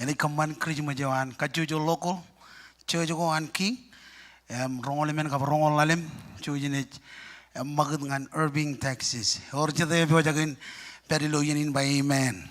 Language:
Marshallese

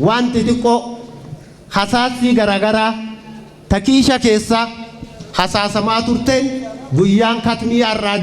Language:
Oromo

